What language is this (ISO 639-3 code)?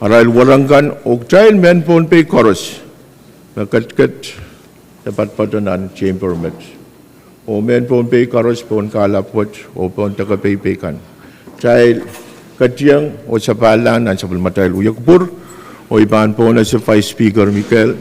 pon